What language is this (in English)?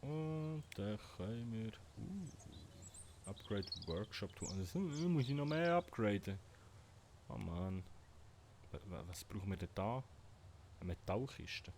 Swiss German